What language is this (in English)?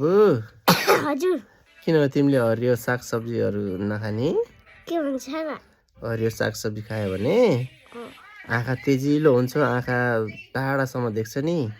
Nepali